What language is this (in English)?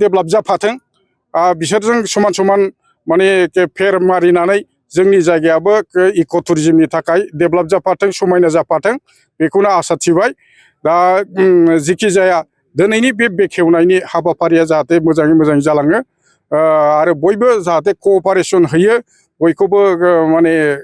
Bodo